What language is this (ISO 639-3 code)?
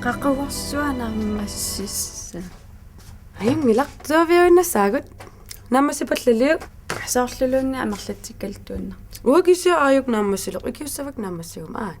kal